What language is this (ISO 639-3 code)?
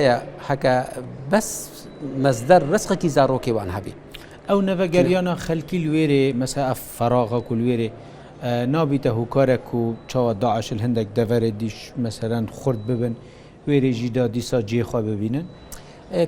kur